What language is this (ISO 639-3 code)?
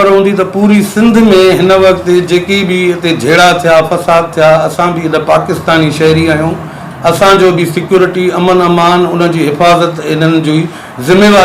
snd